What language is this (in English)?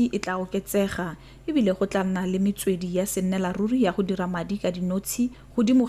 Tswana